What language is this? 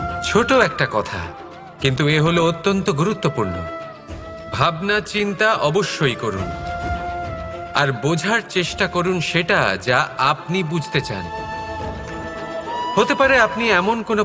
Bangla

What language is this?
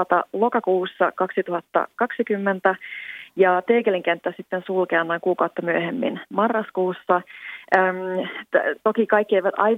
Finnish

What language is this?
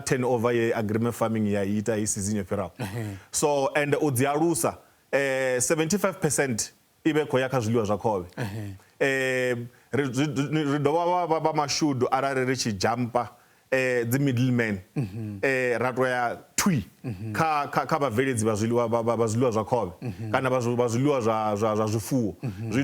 Venda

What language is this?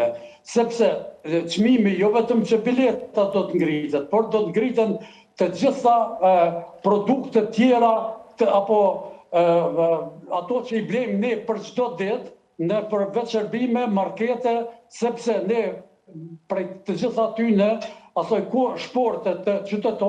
Albanian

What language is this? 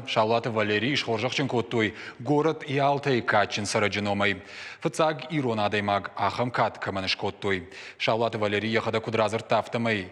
Ossetic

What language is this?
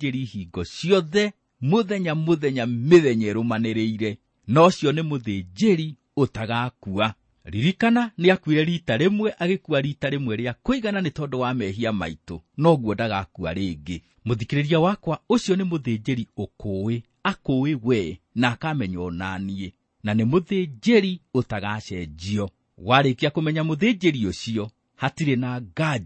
Kikuyu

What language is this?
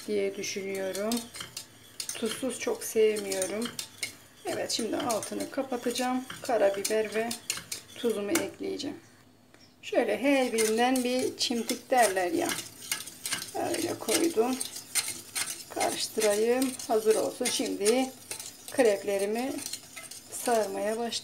Turkish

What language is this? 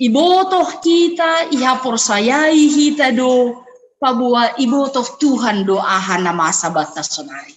Batak Simalungun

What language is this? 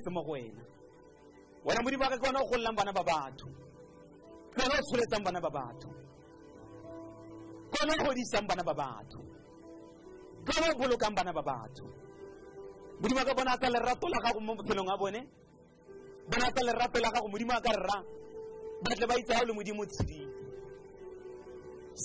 Tswana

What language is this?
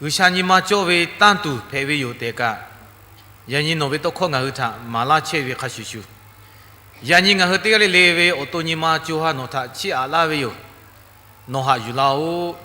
Lahu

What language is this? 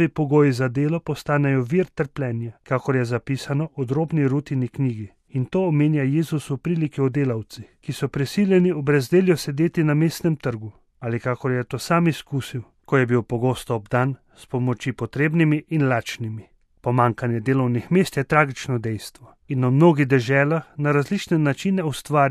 Slovenian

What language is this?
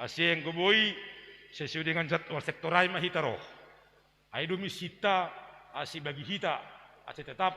Batak Simalungun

